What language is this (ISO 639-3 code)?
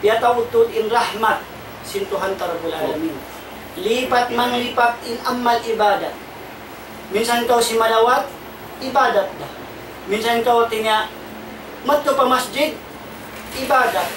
tsg